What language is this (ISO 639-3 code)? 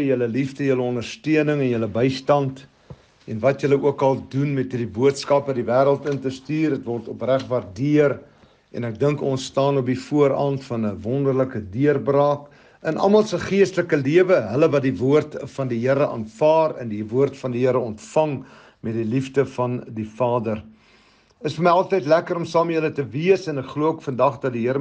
afr